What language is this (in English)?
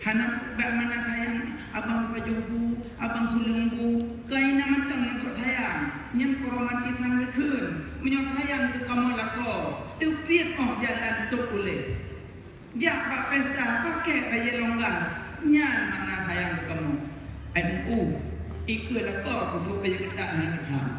Achinese